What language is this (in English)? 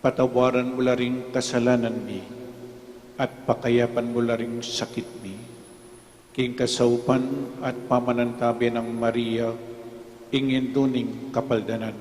Pampanga